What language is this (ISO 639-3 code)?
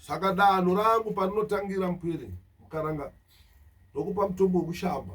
sna